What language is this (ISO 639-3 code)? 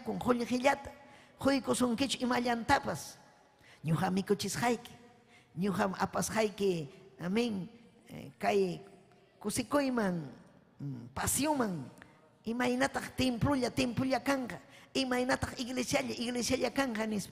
quy